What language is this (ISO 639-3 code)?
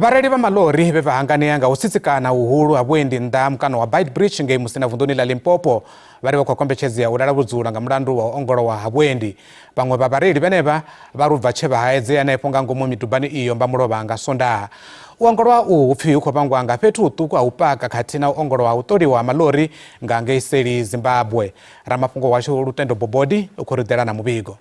ven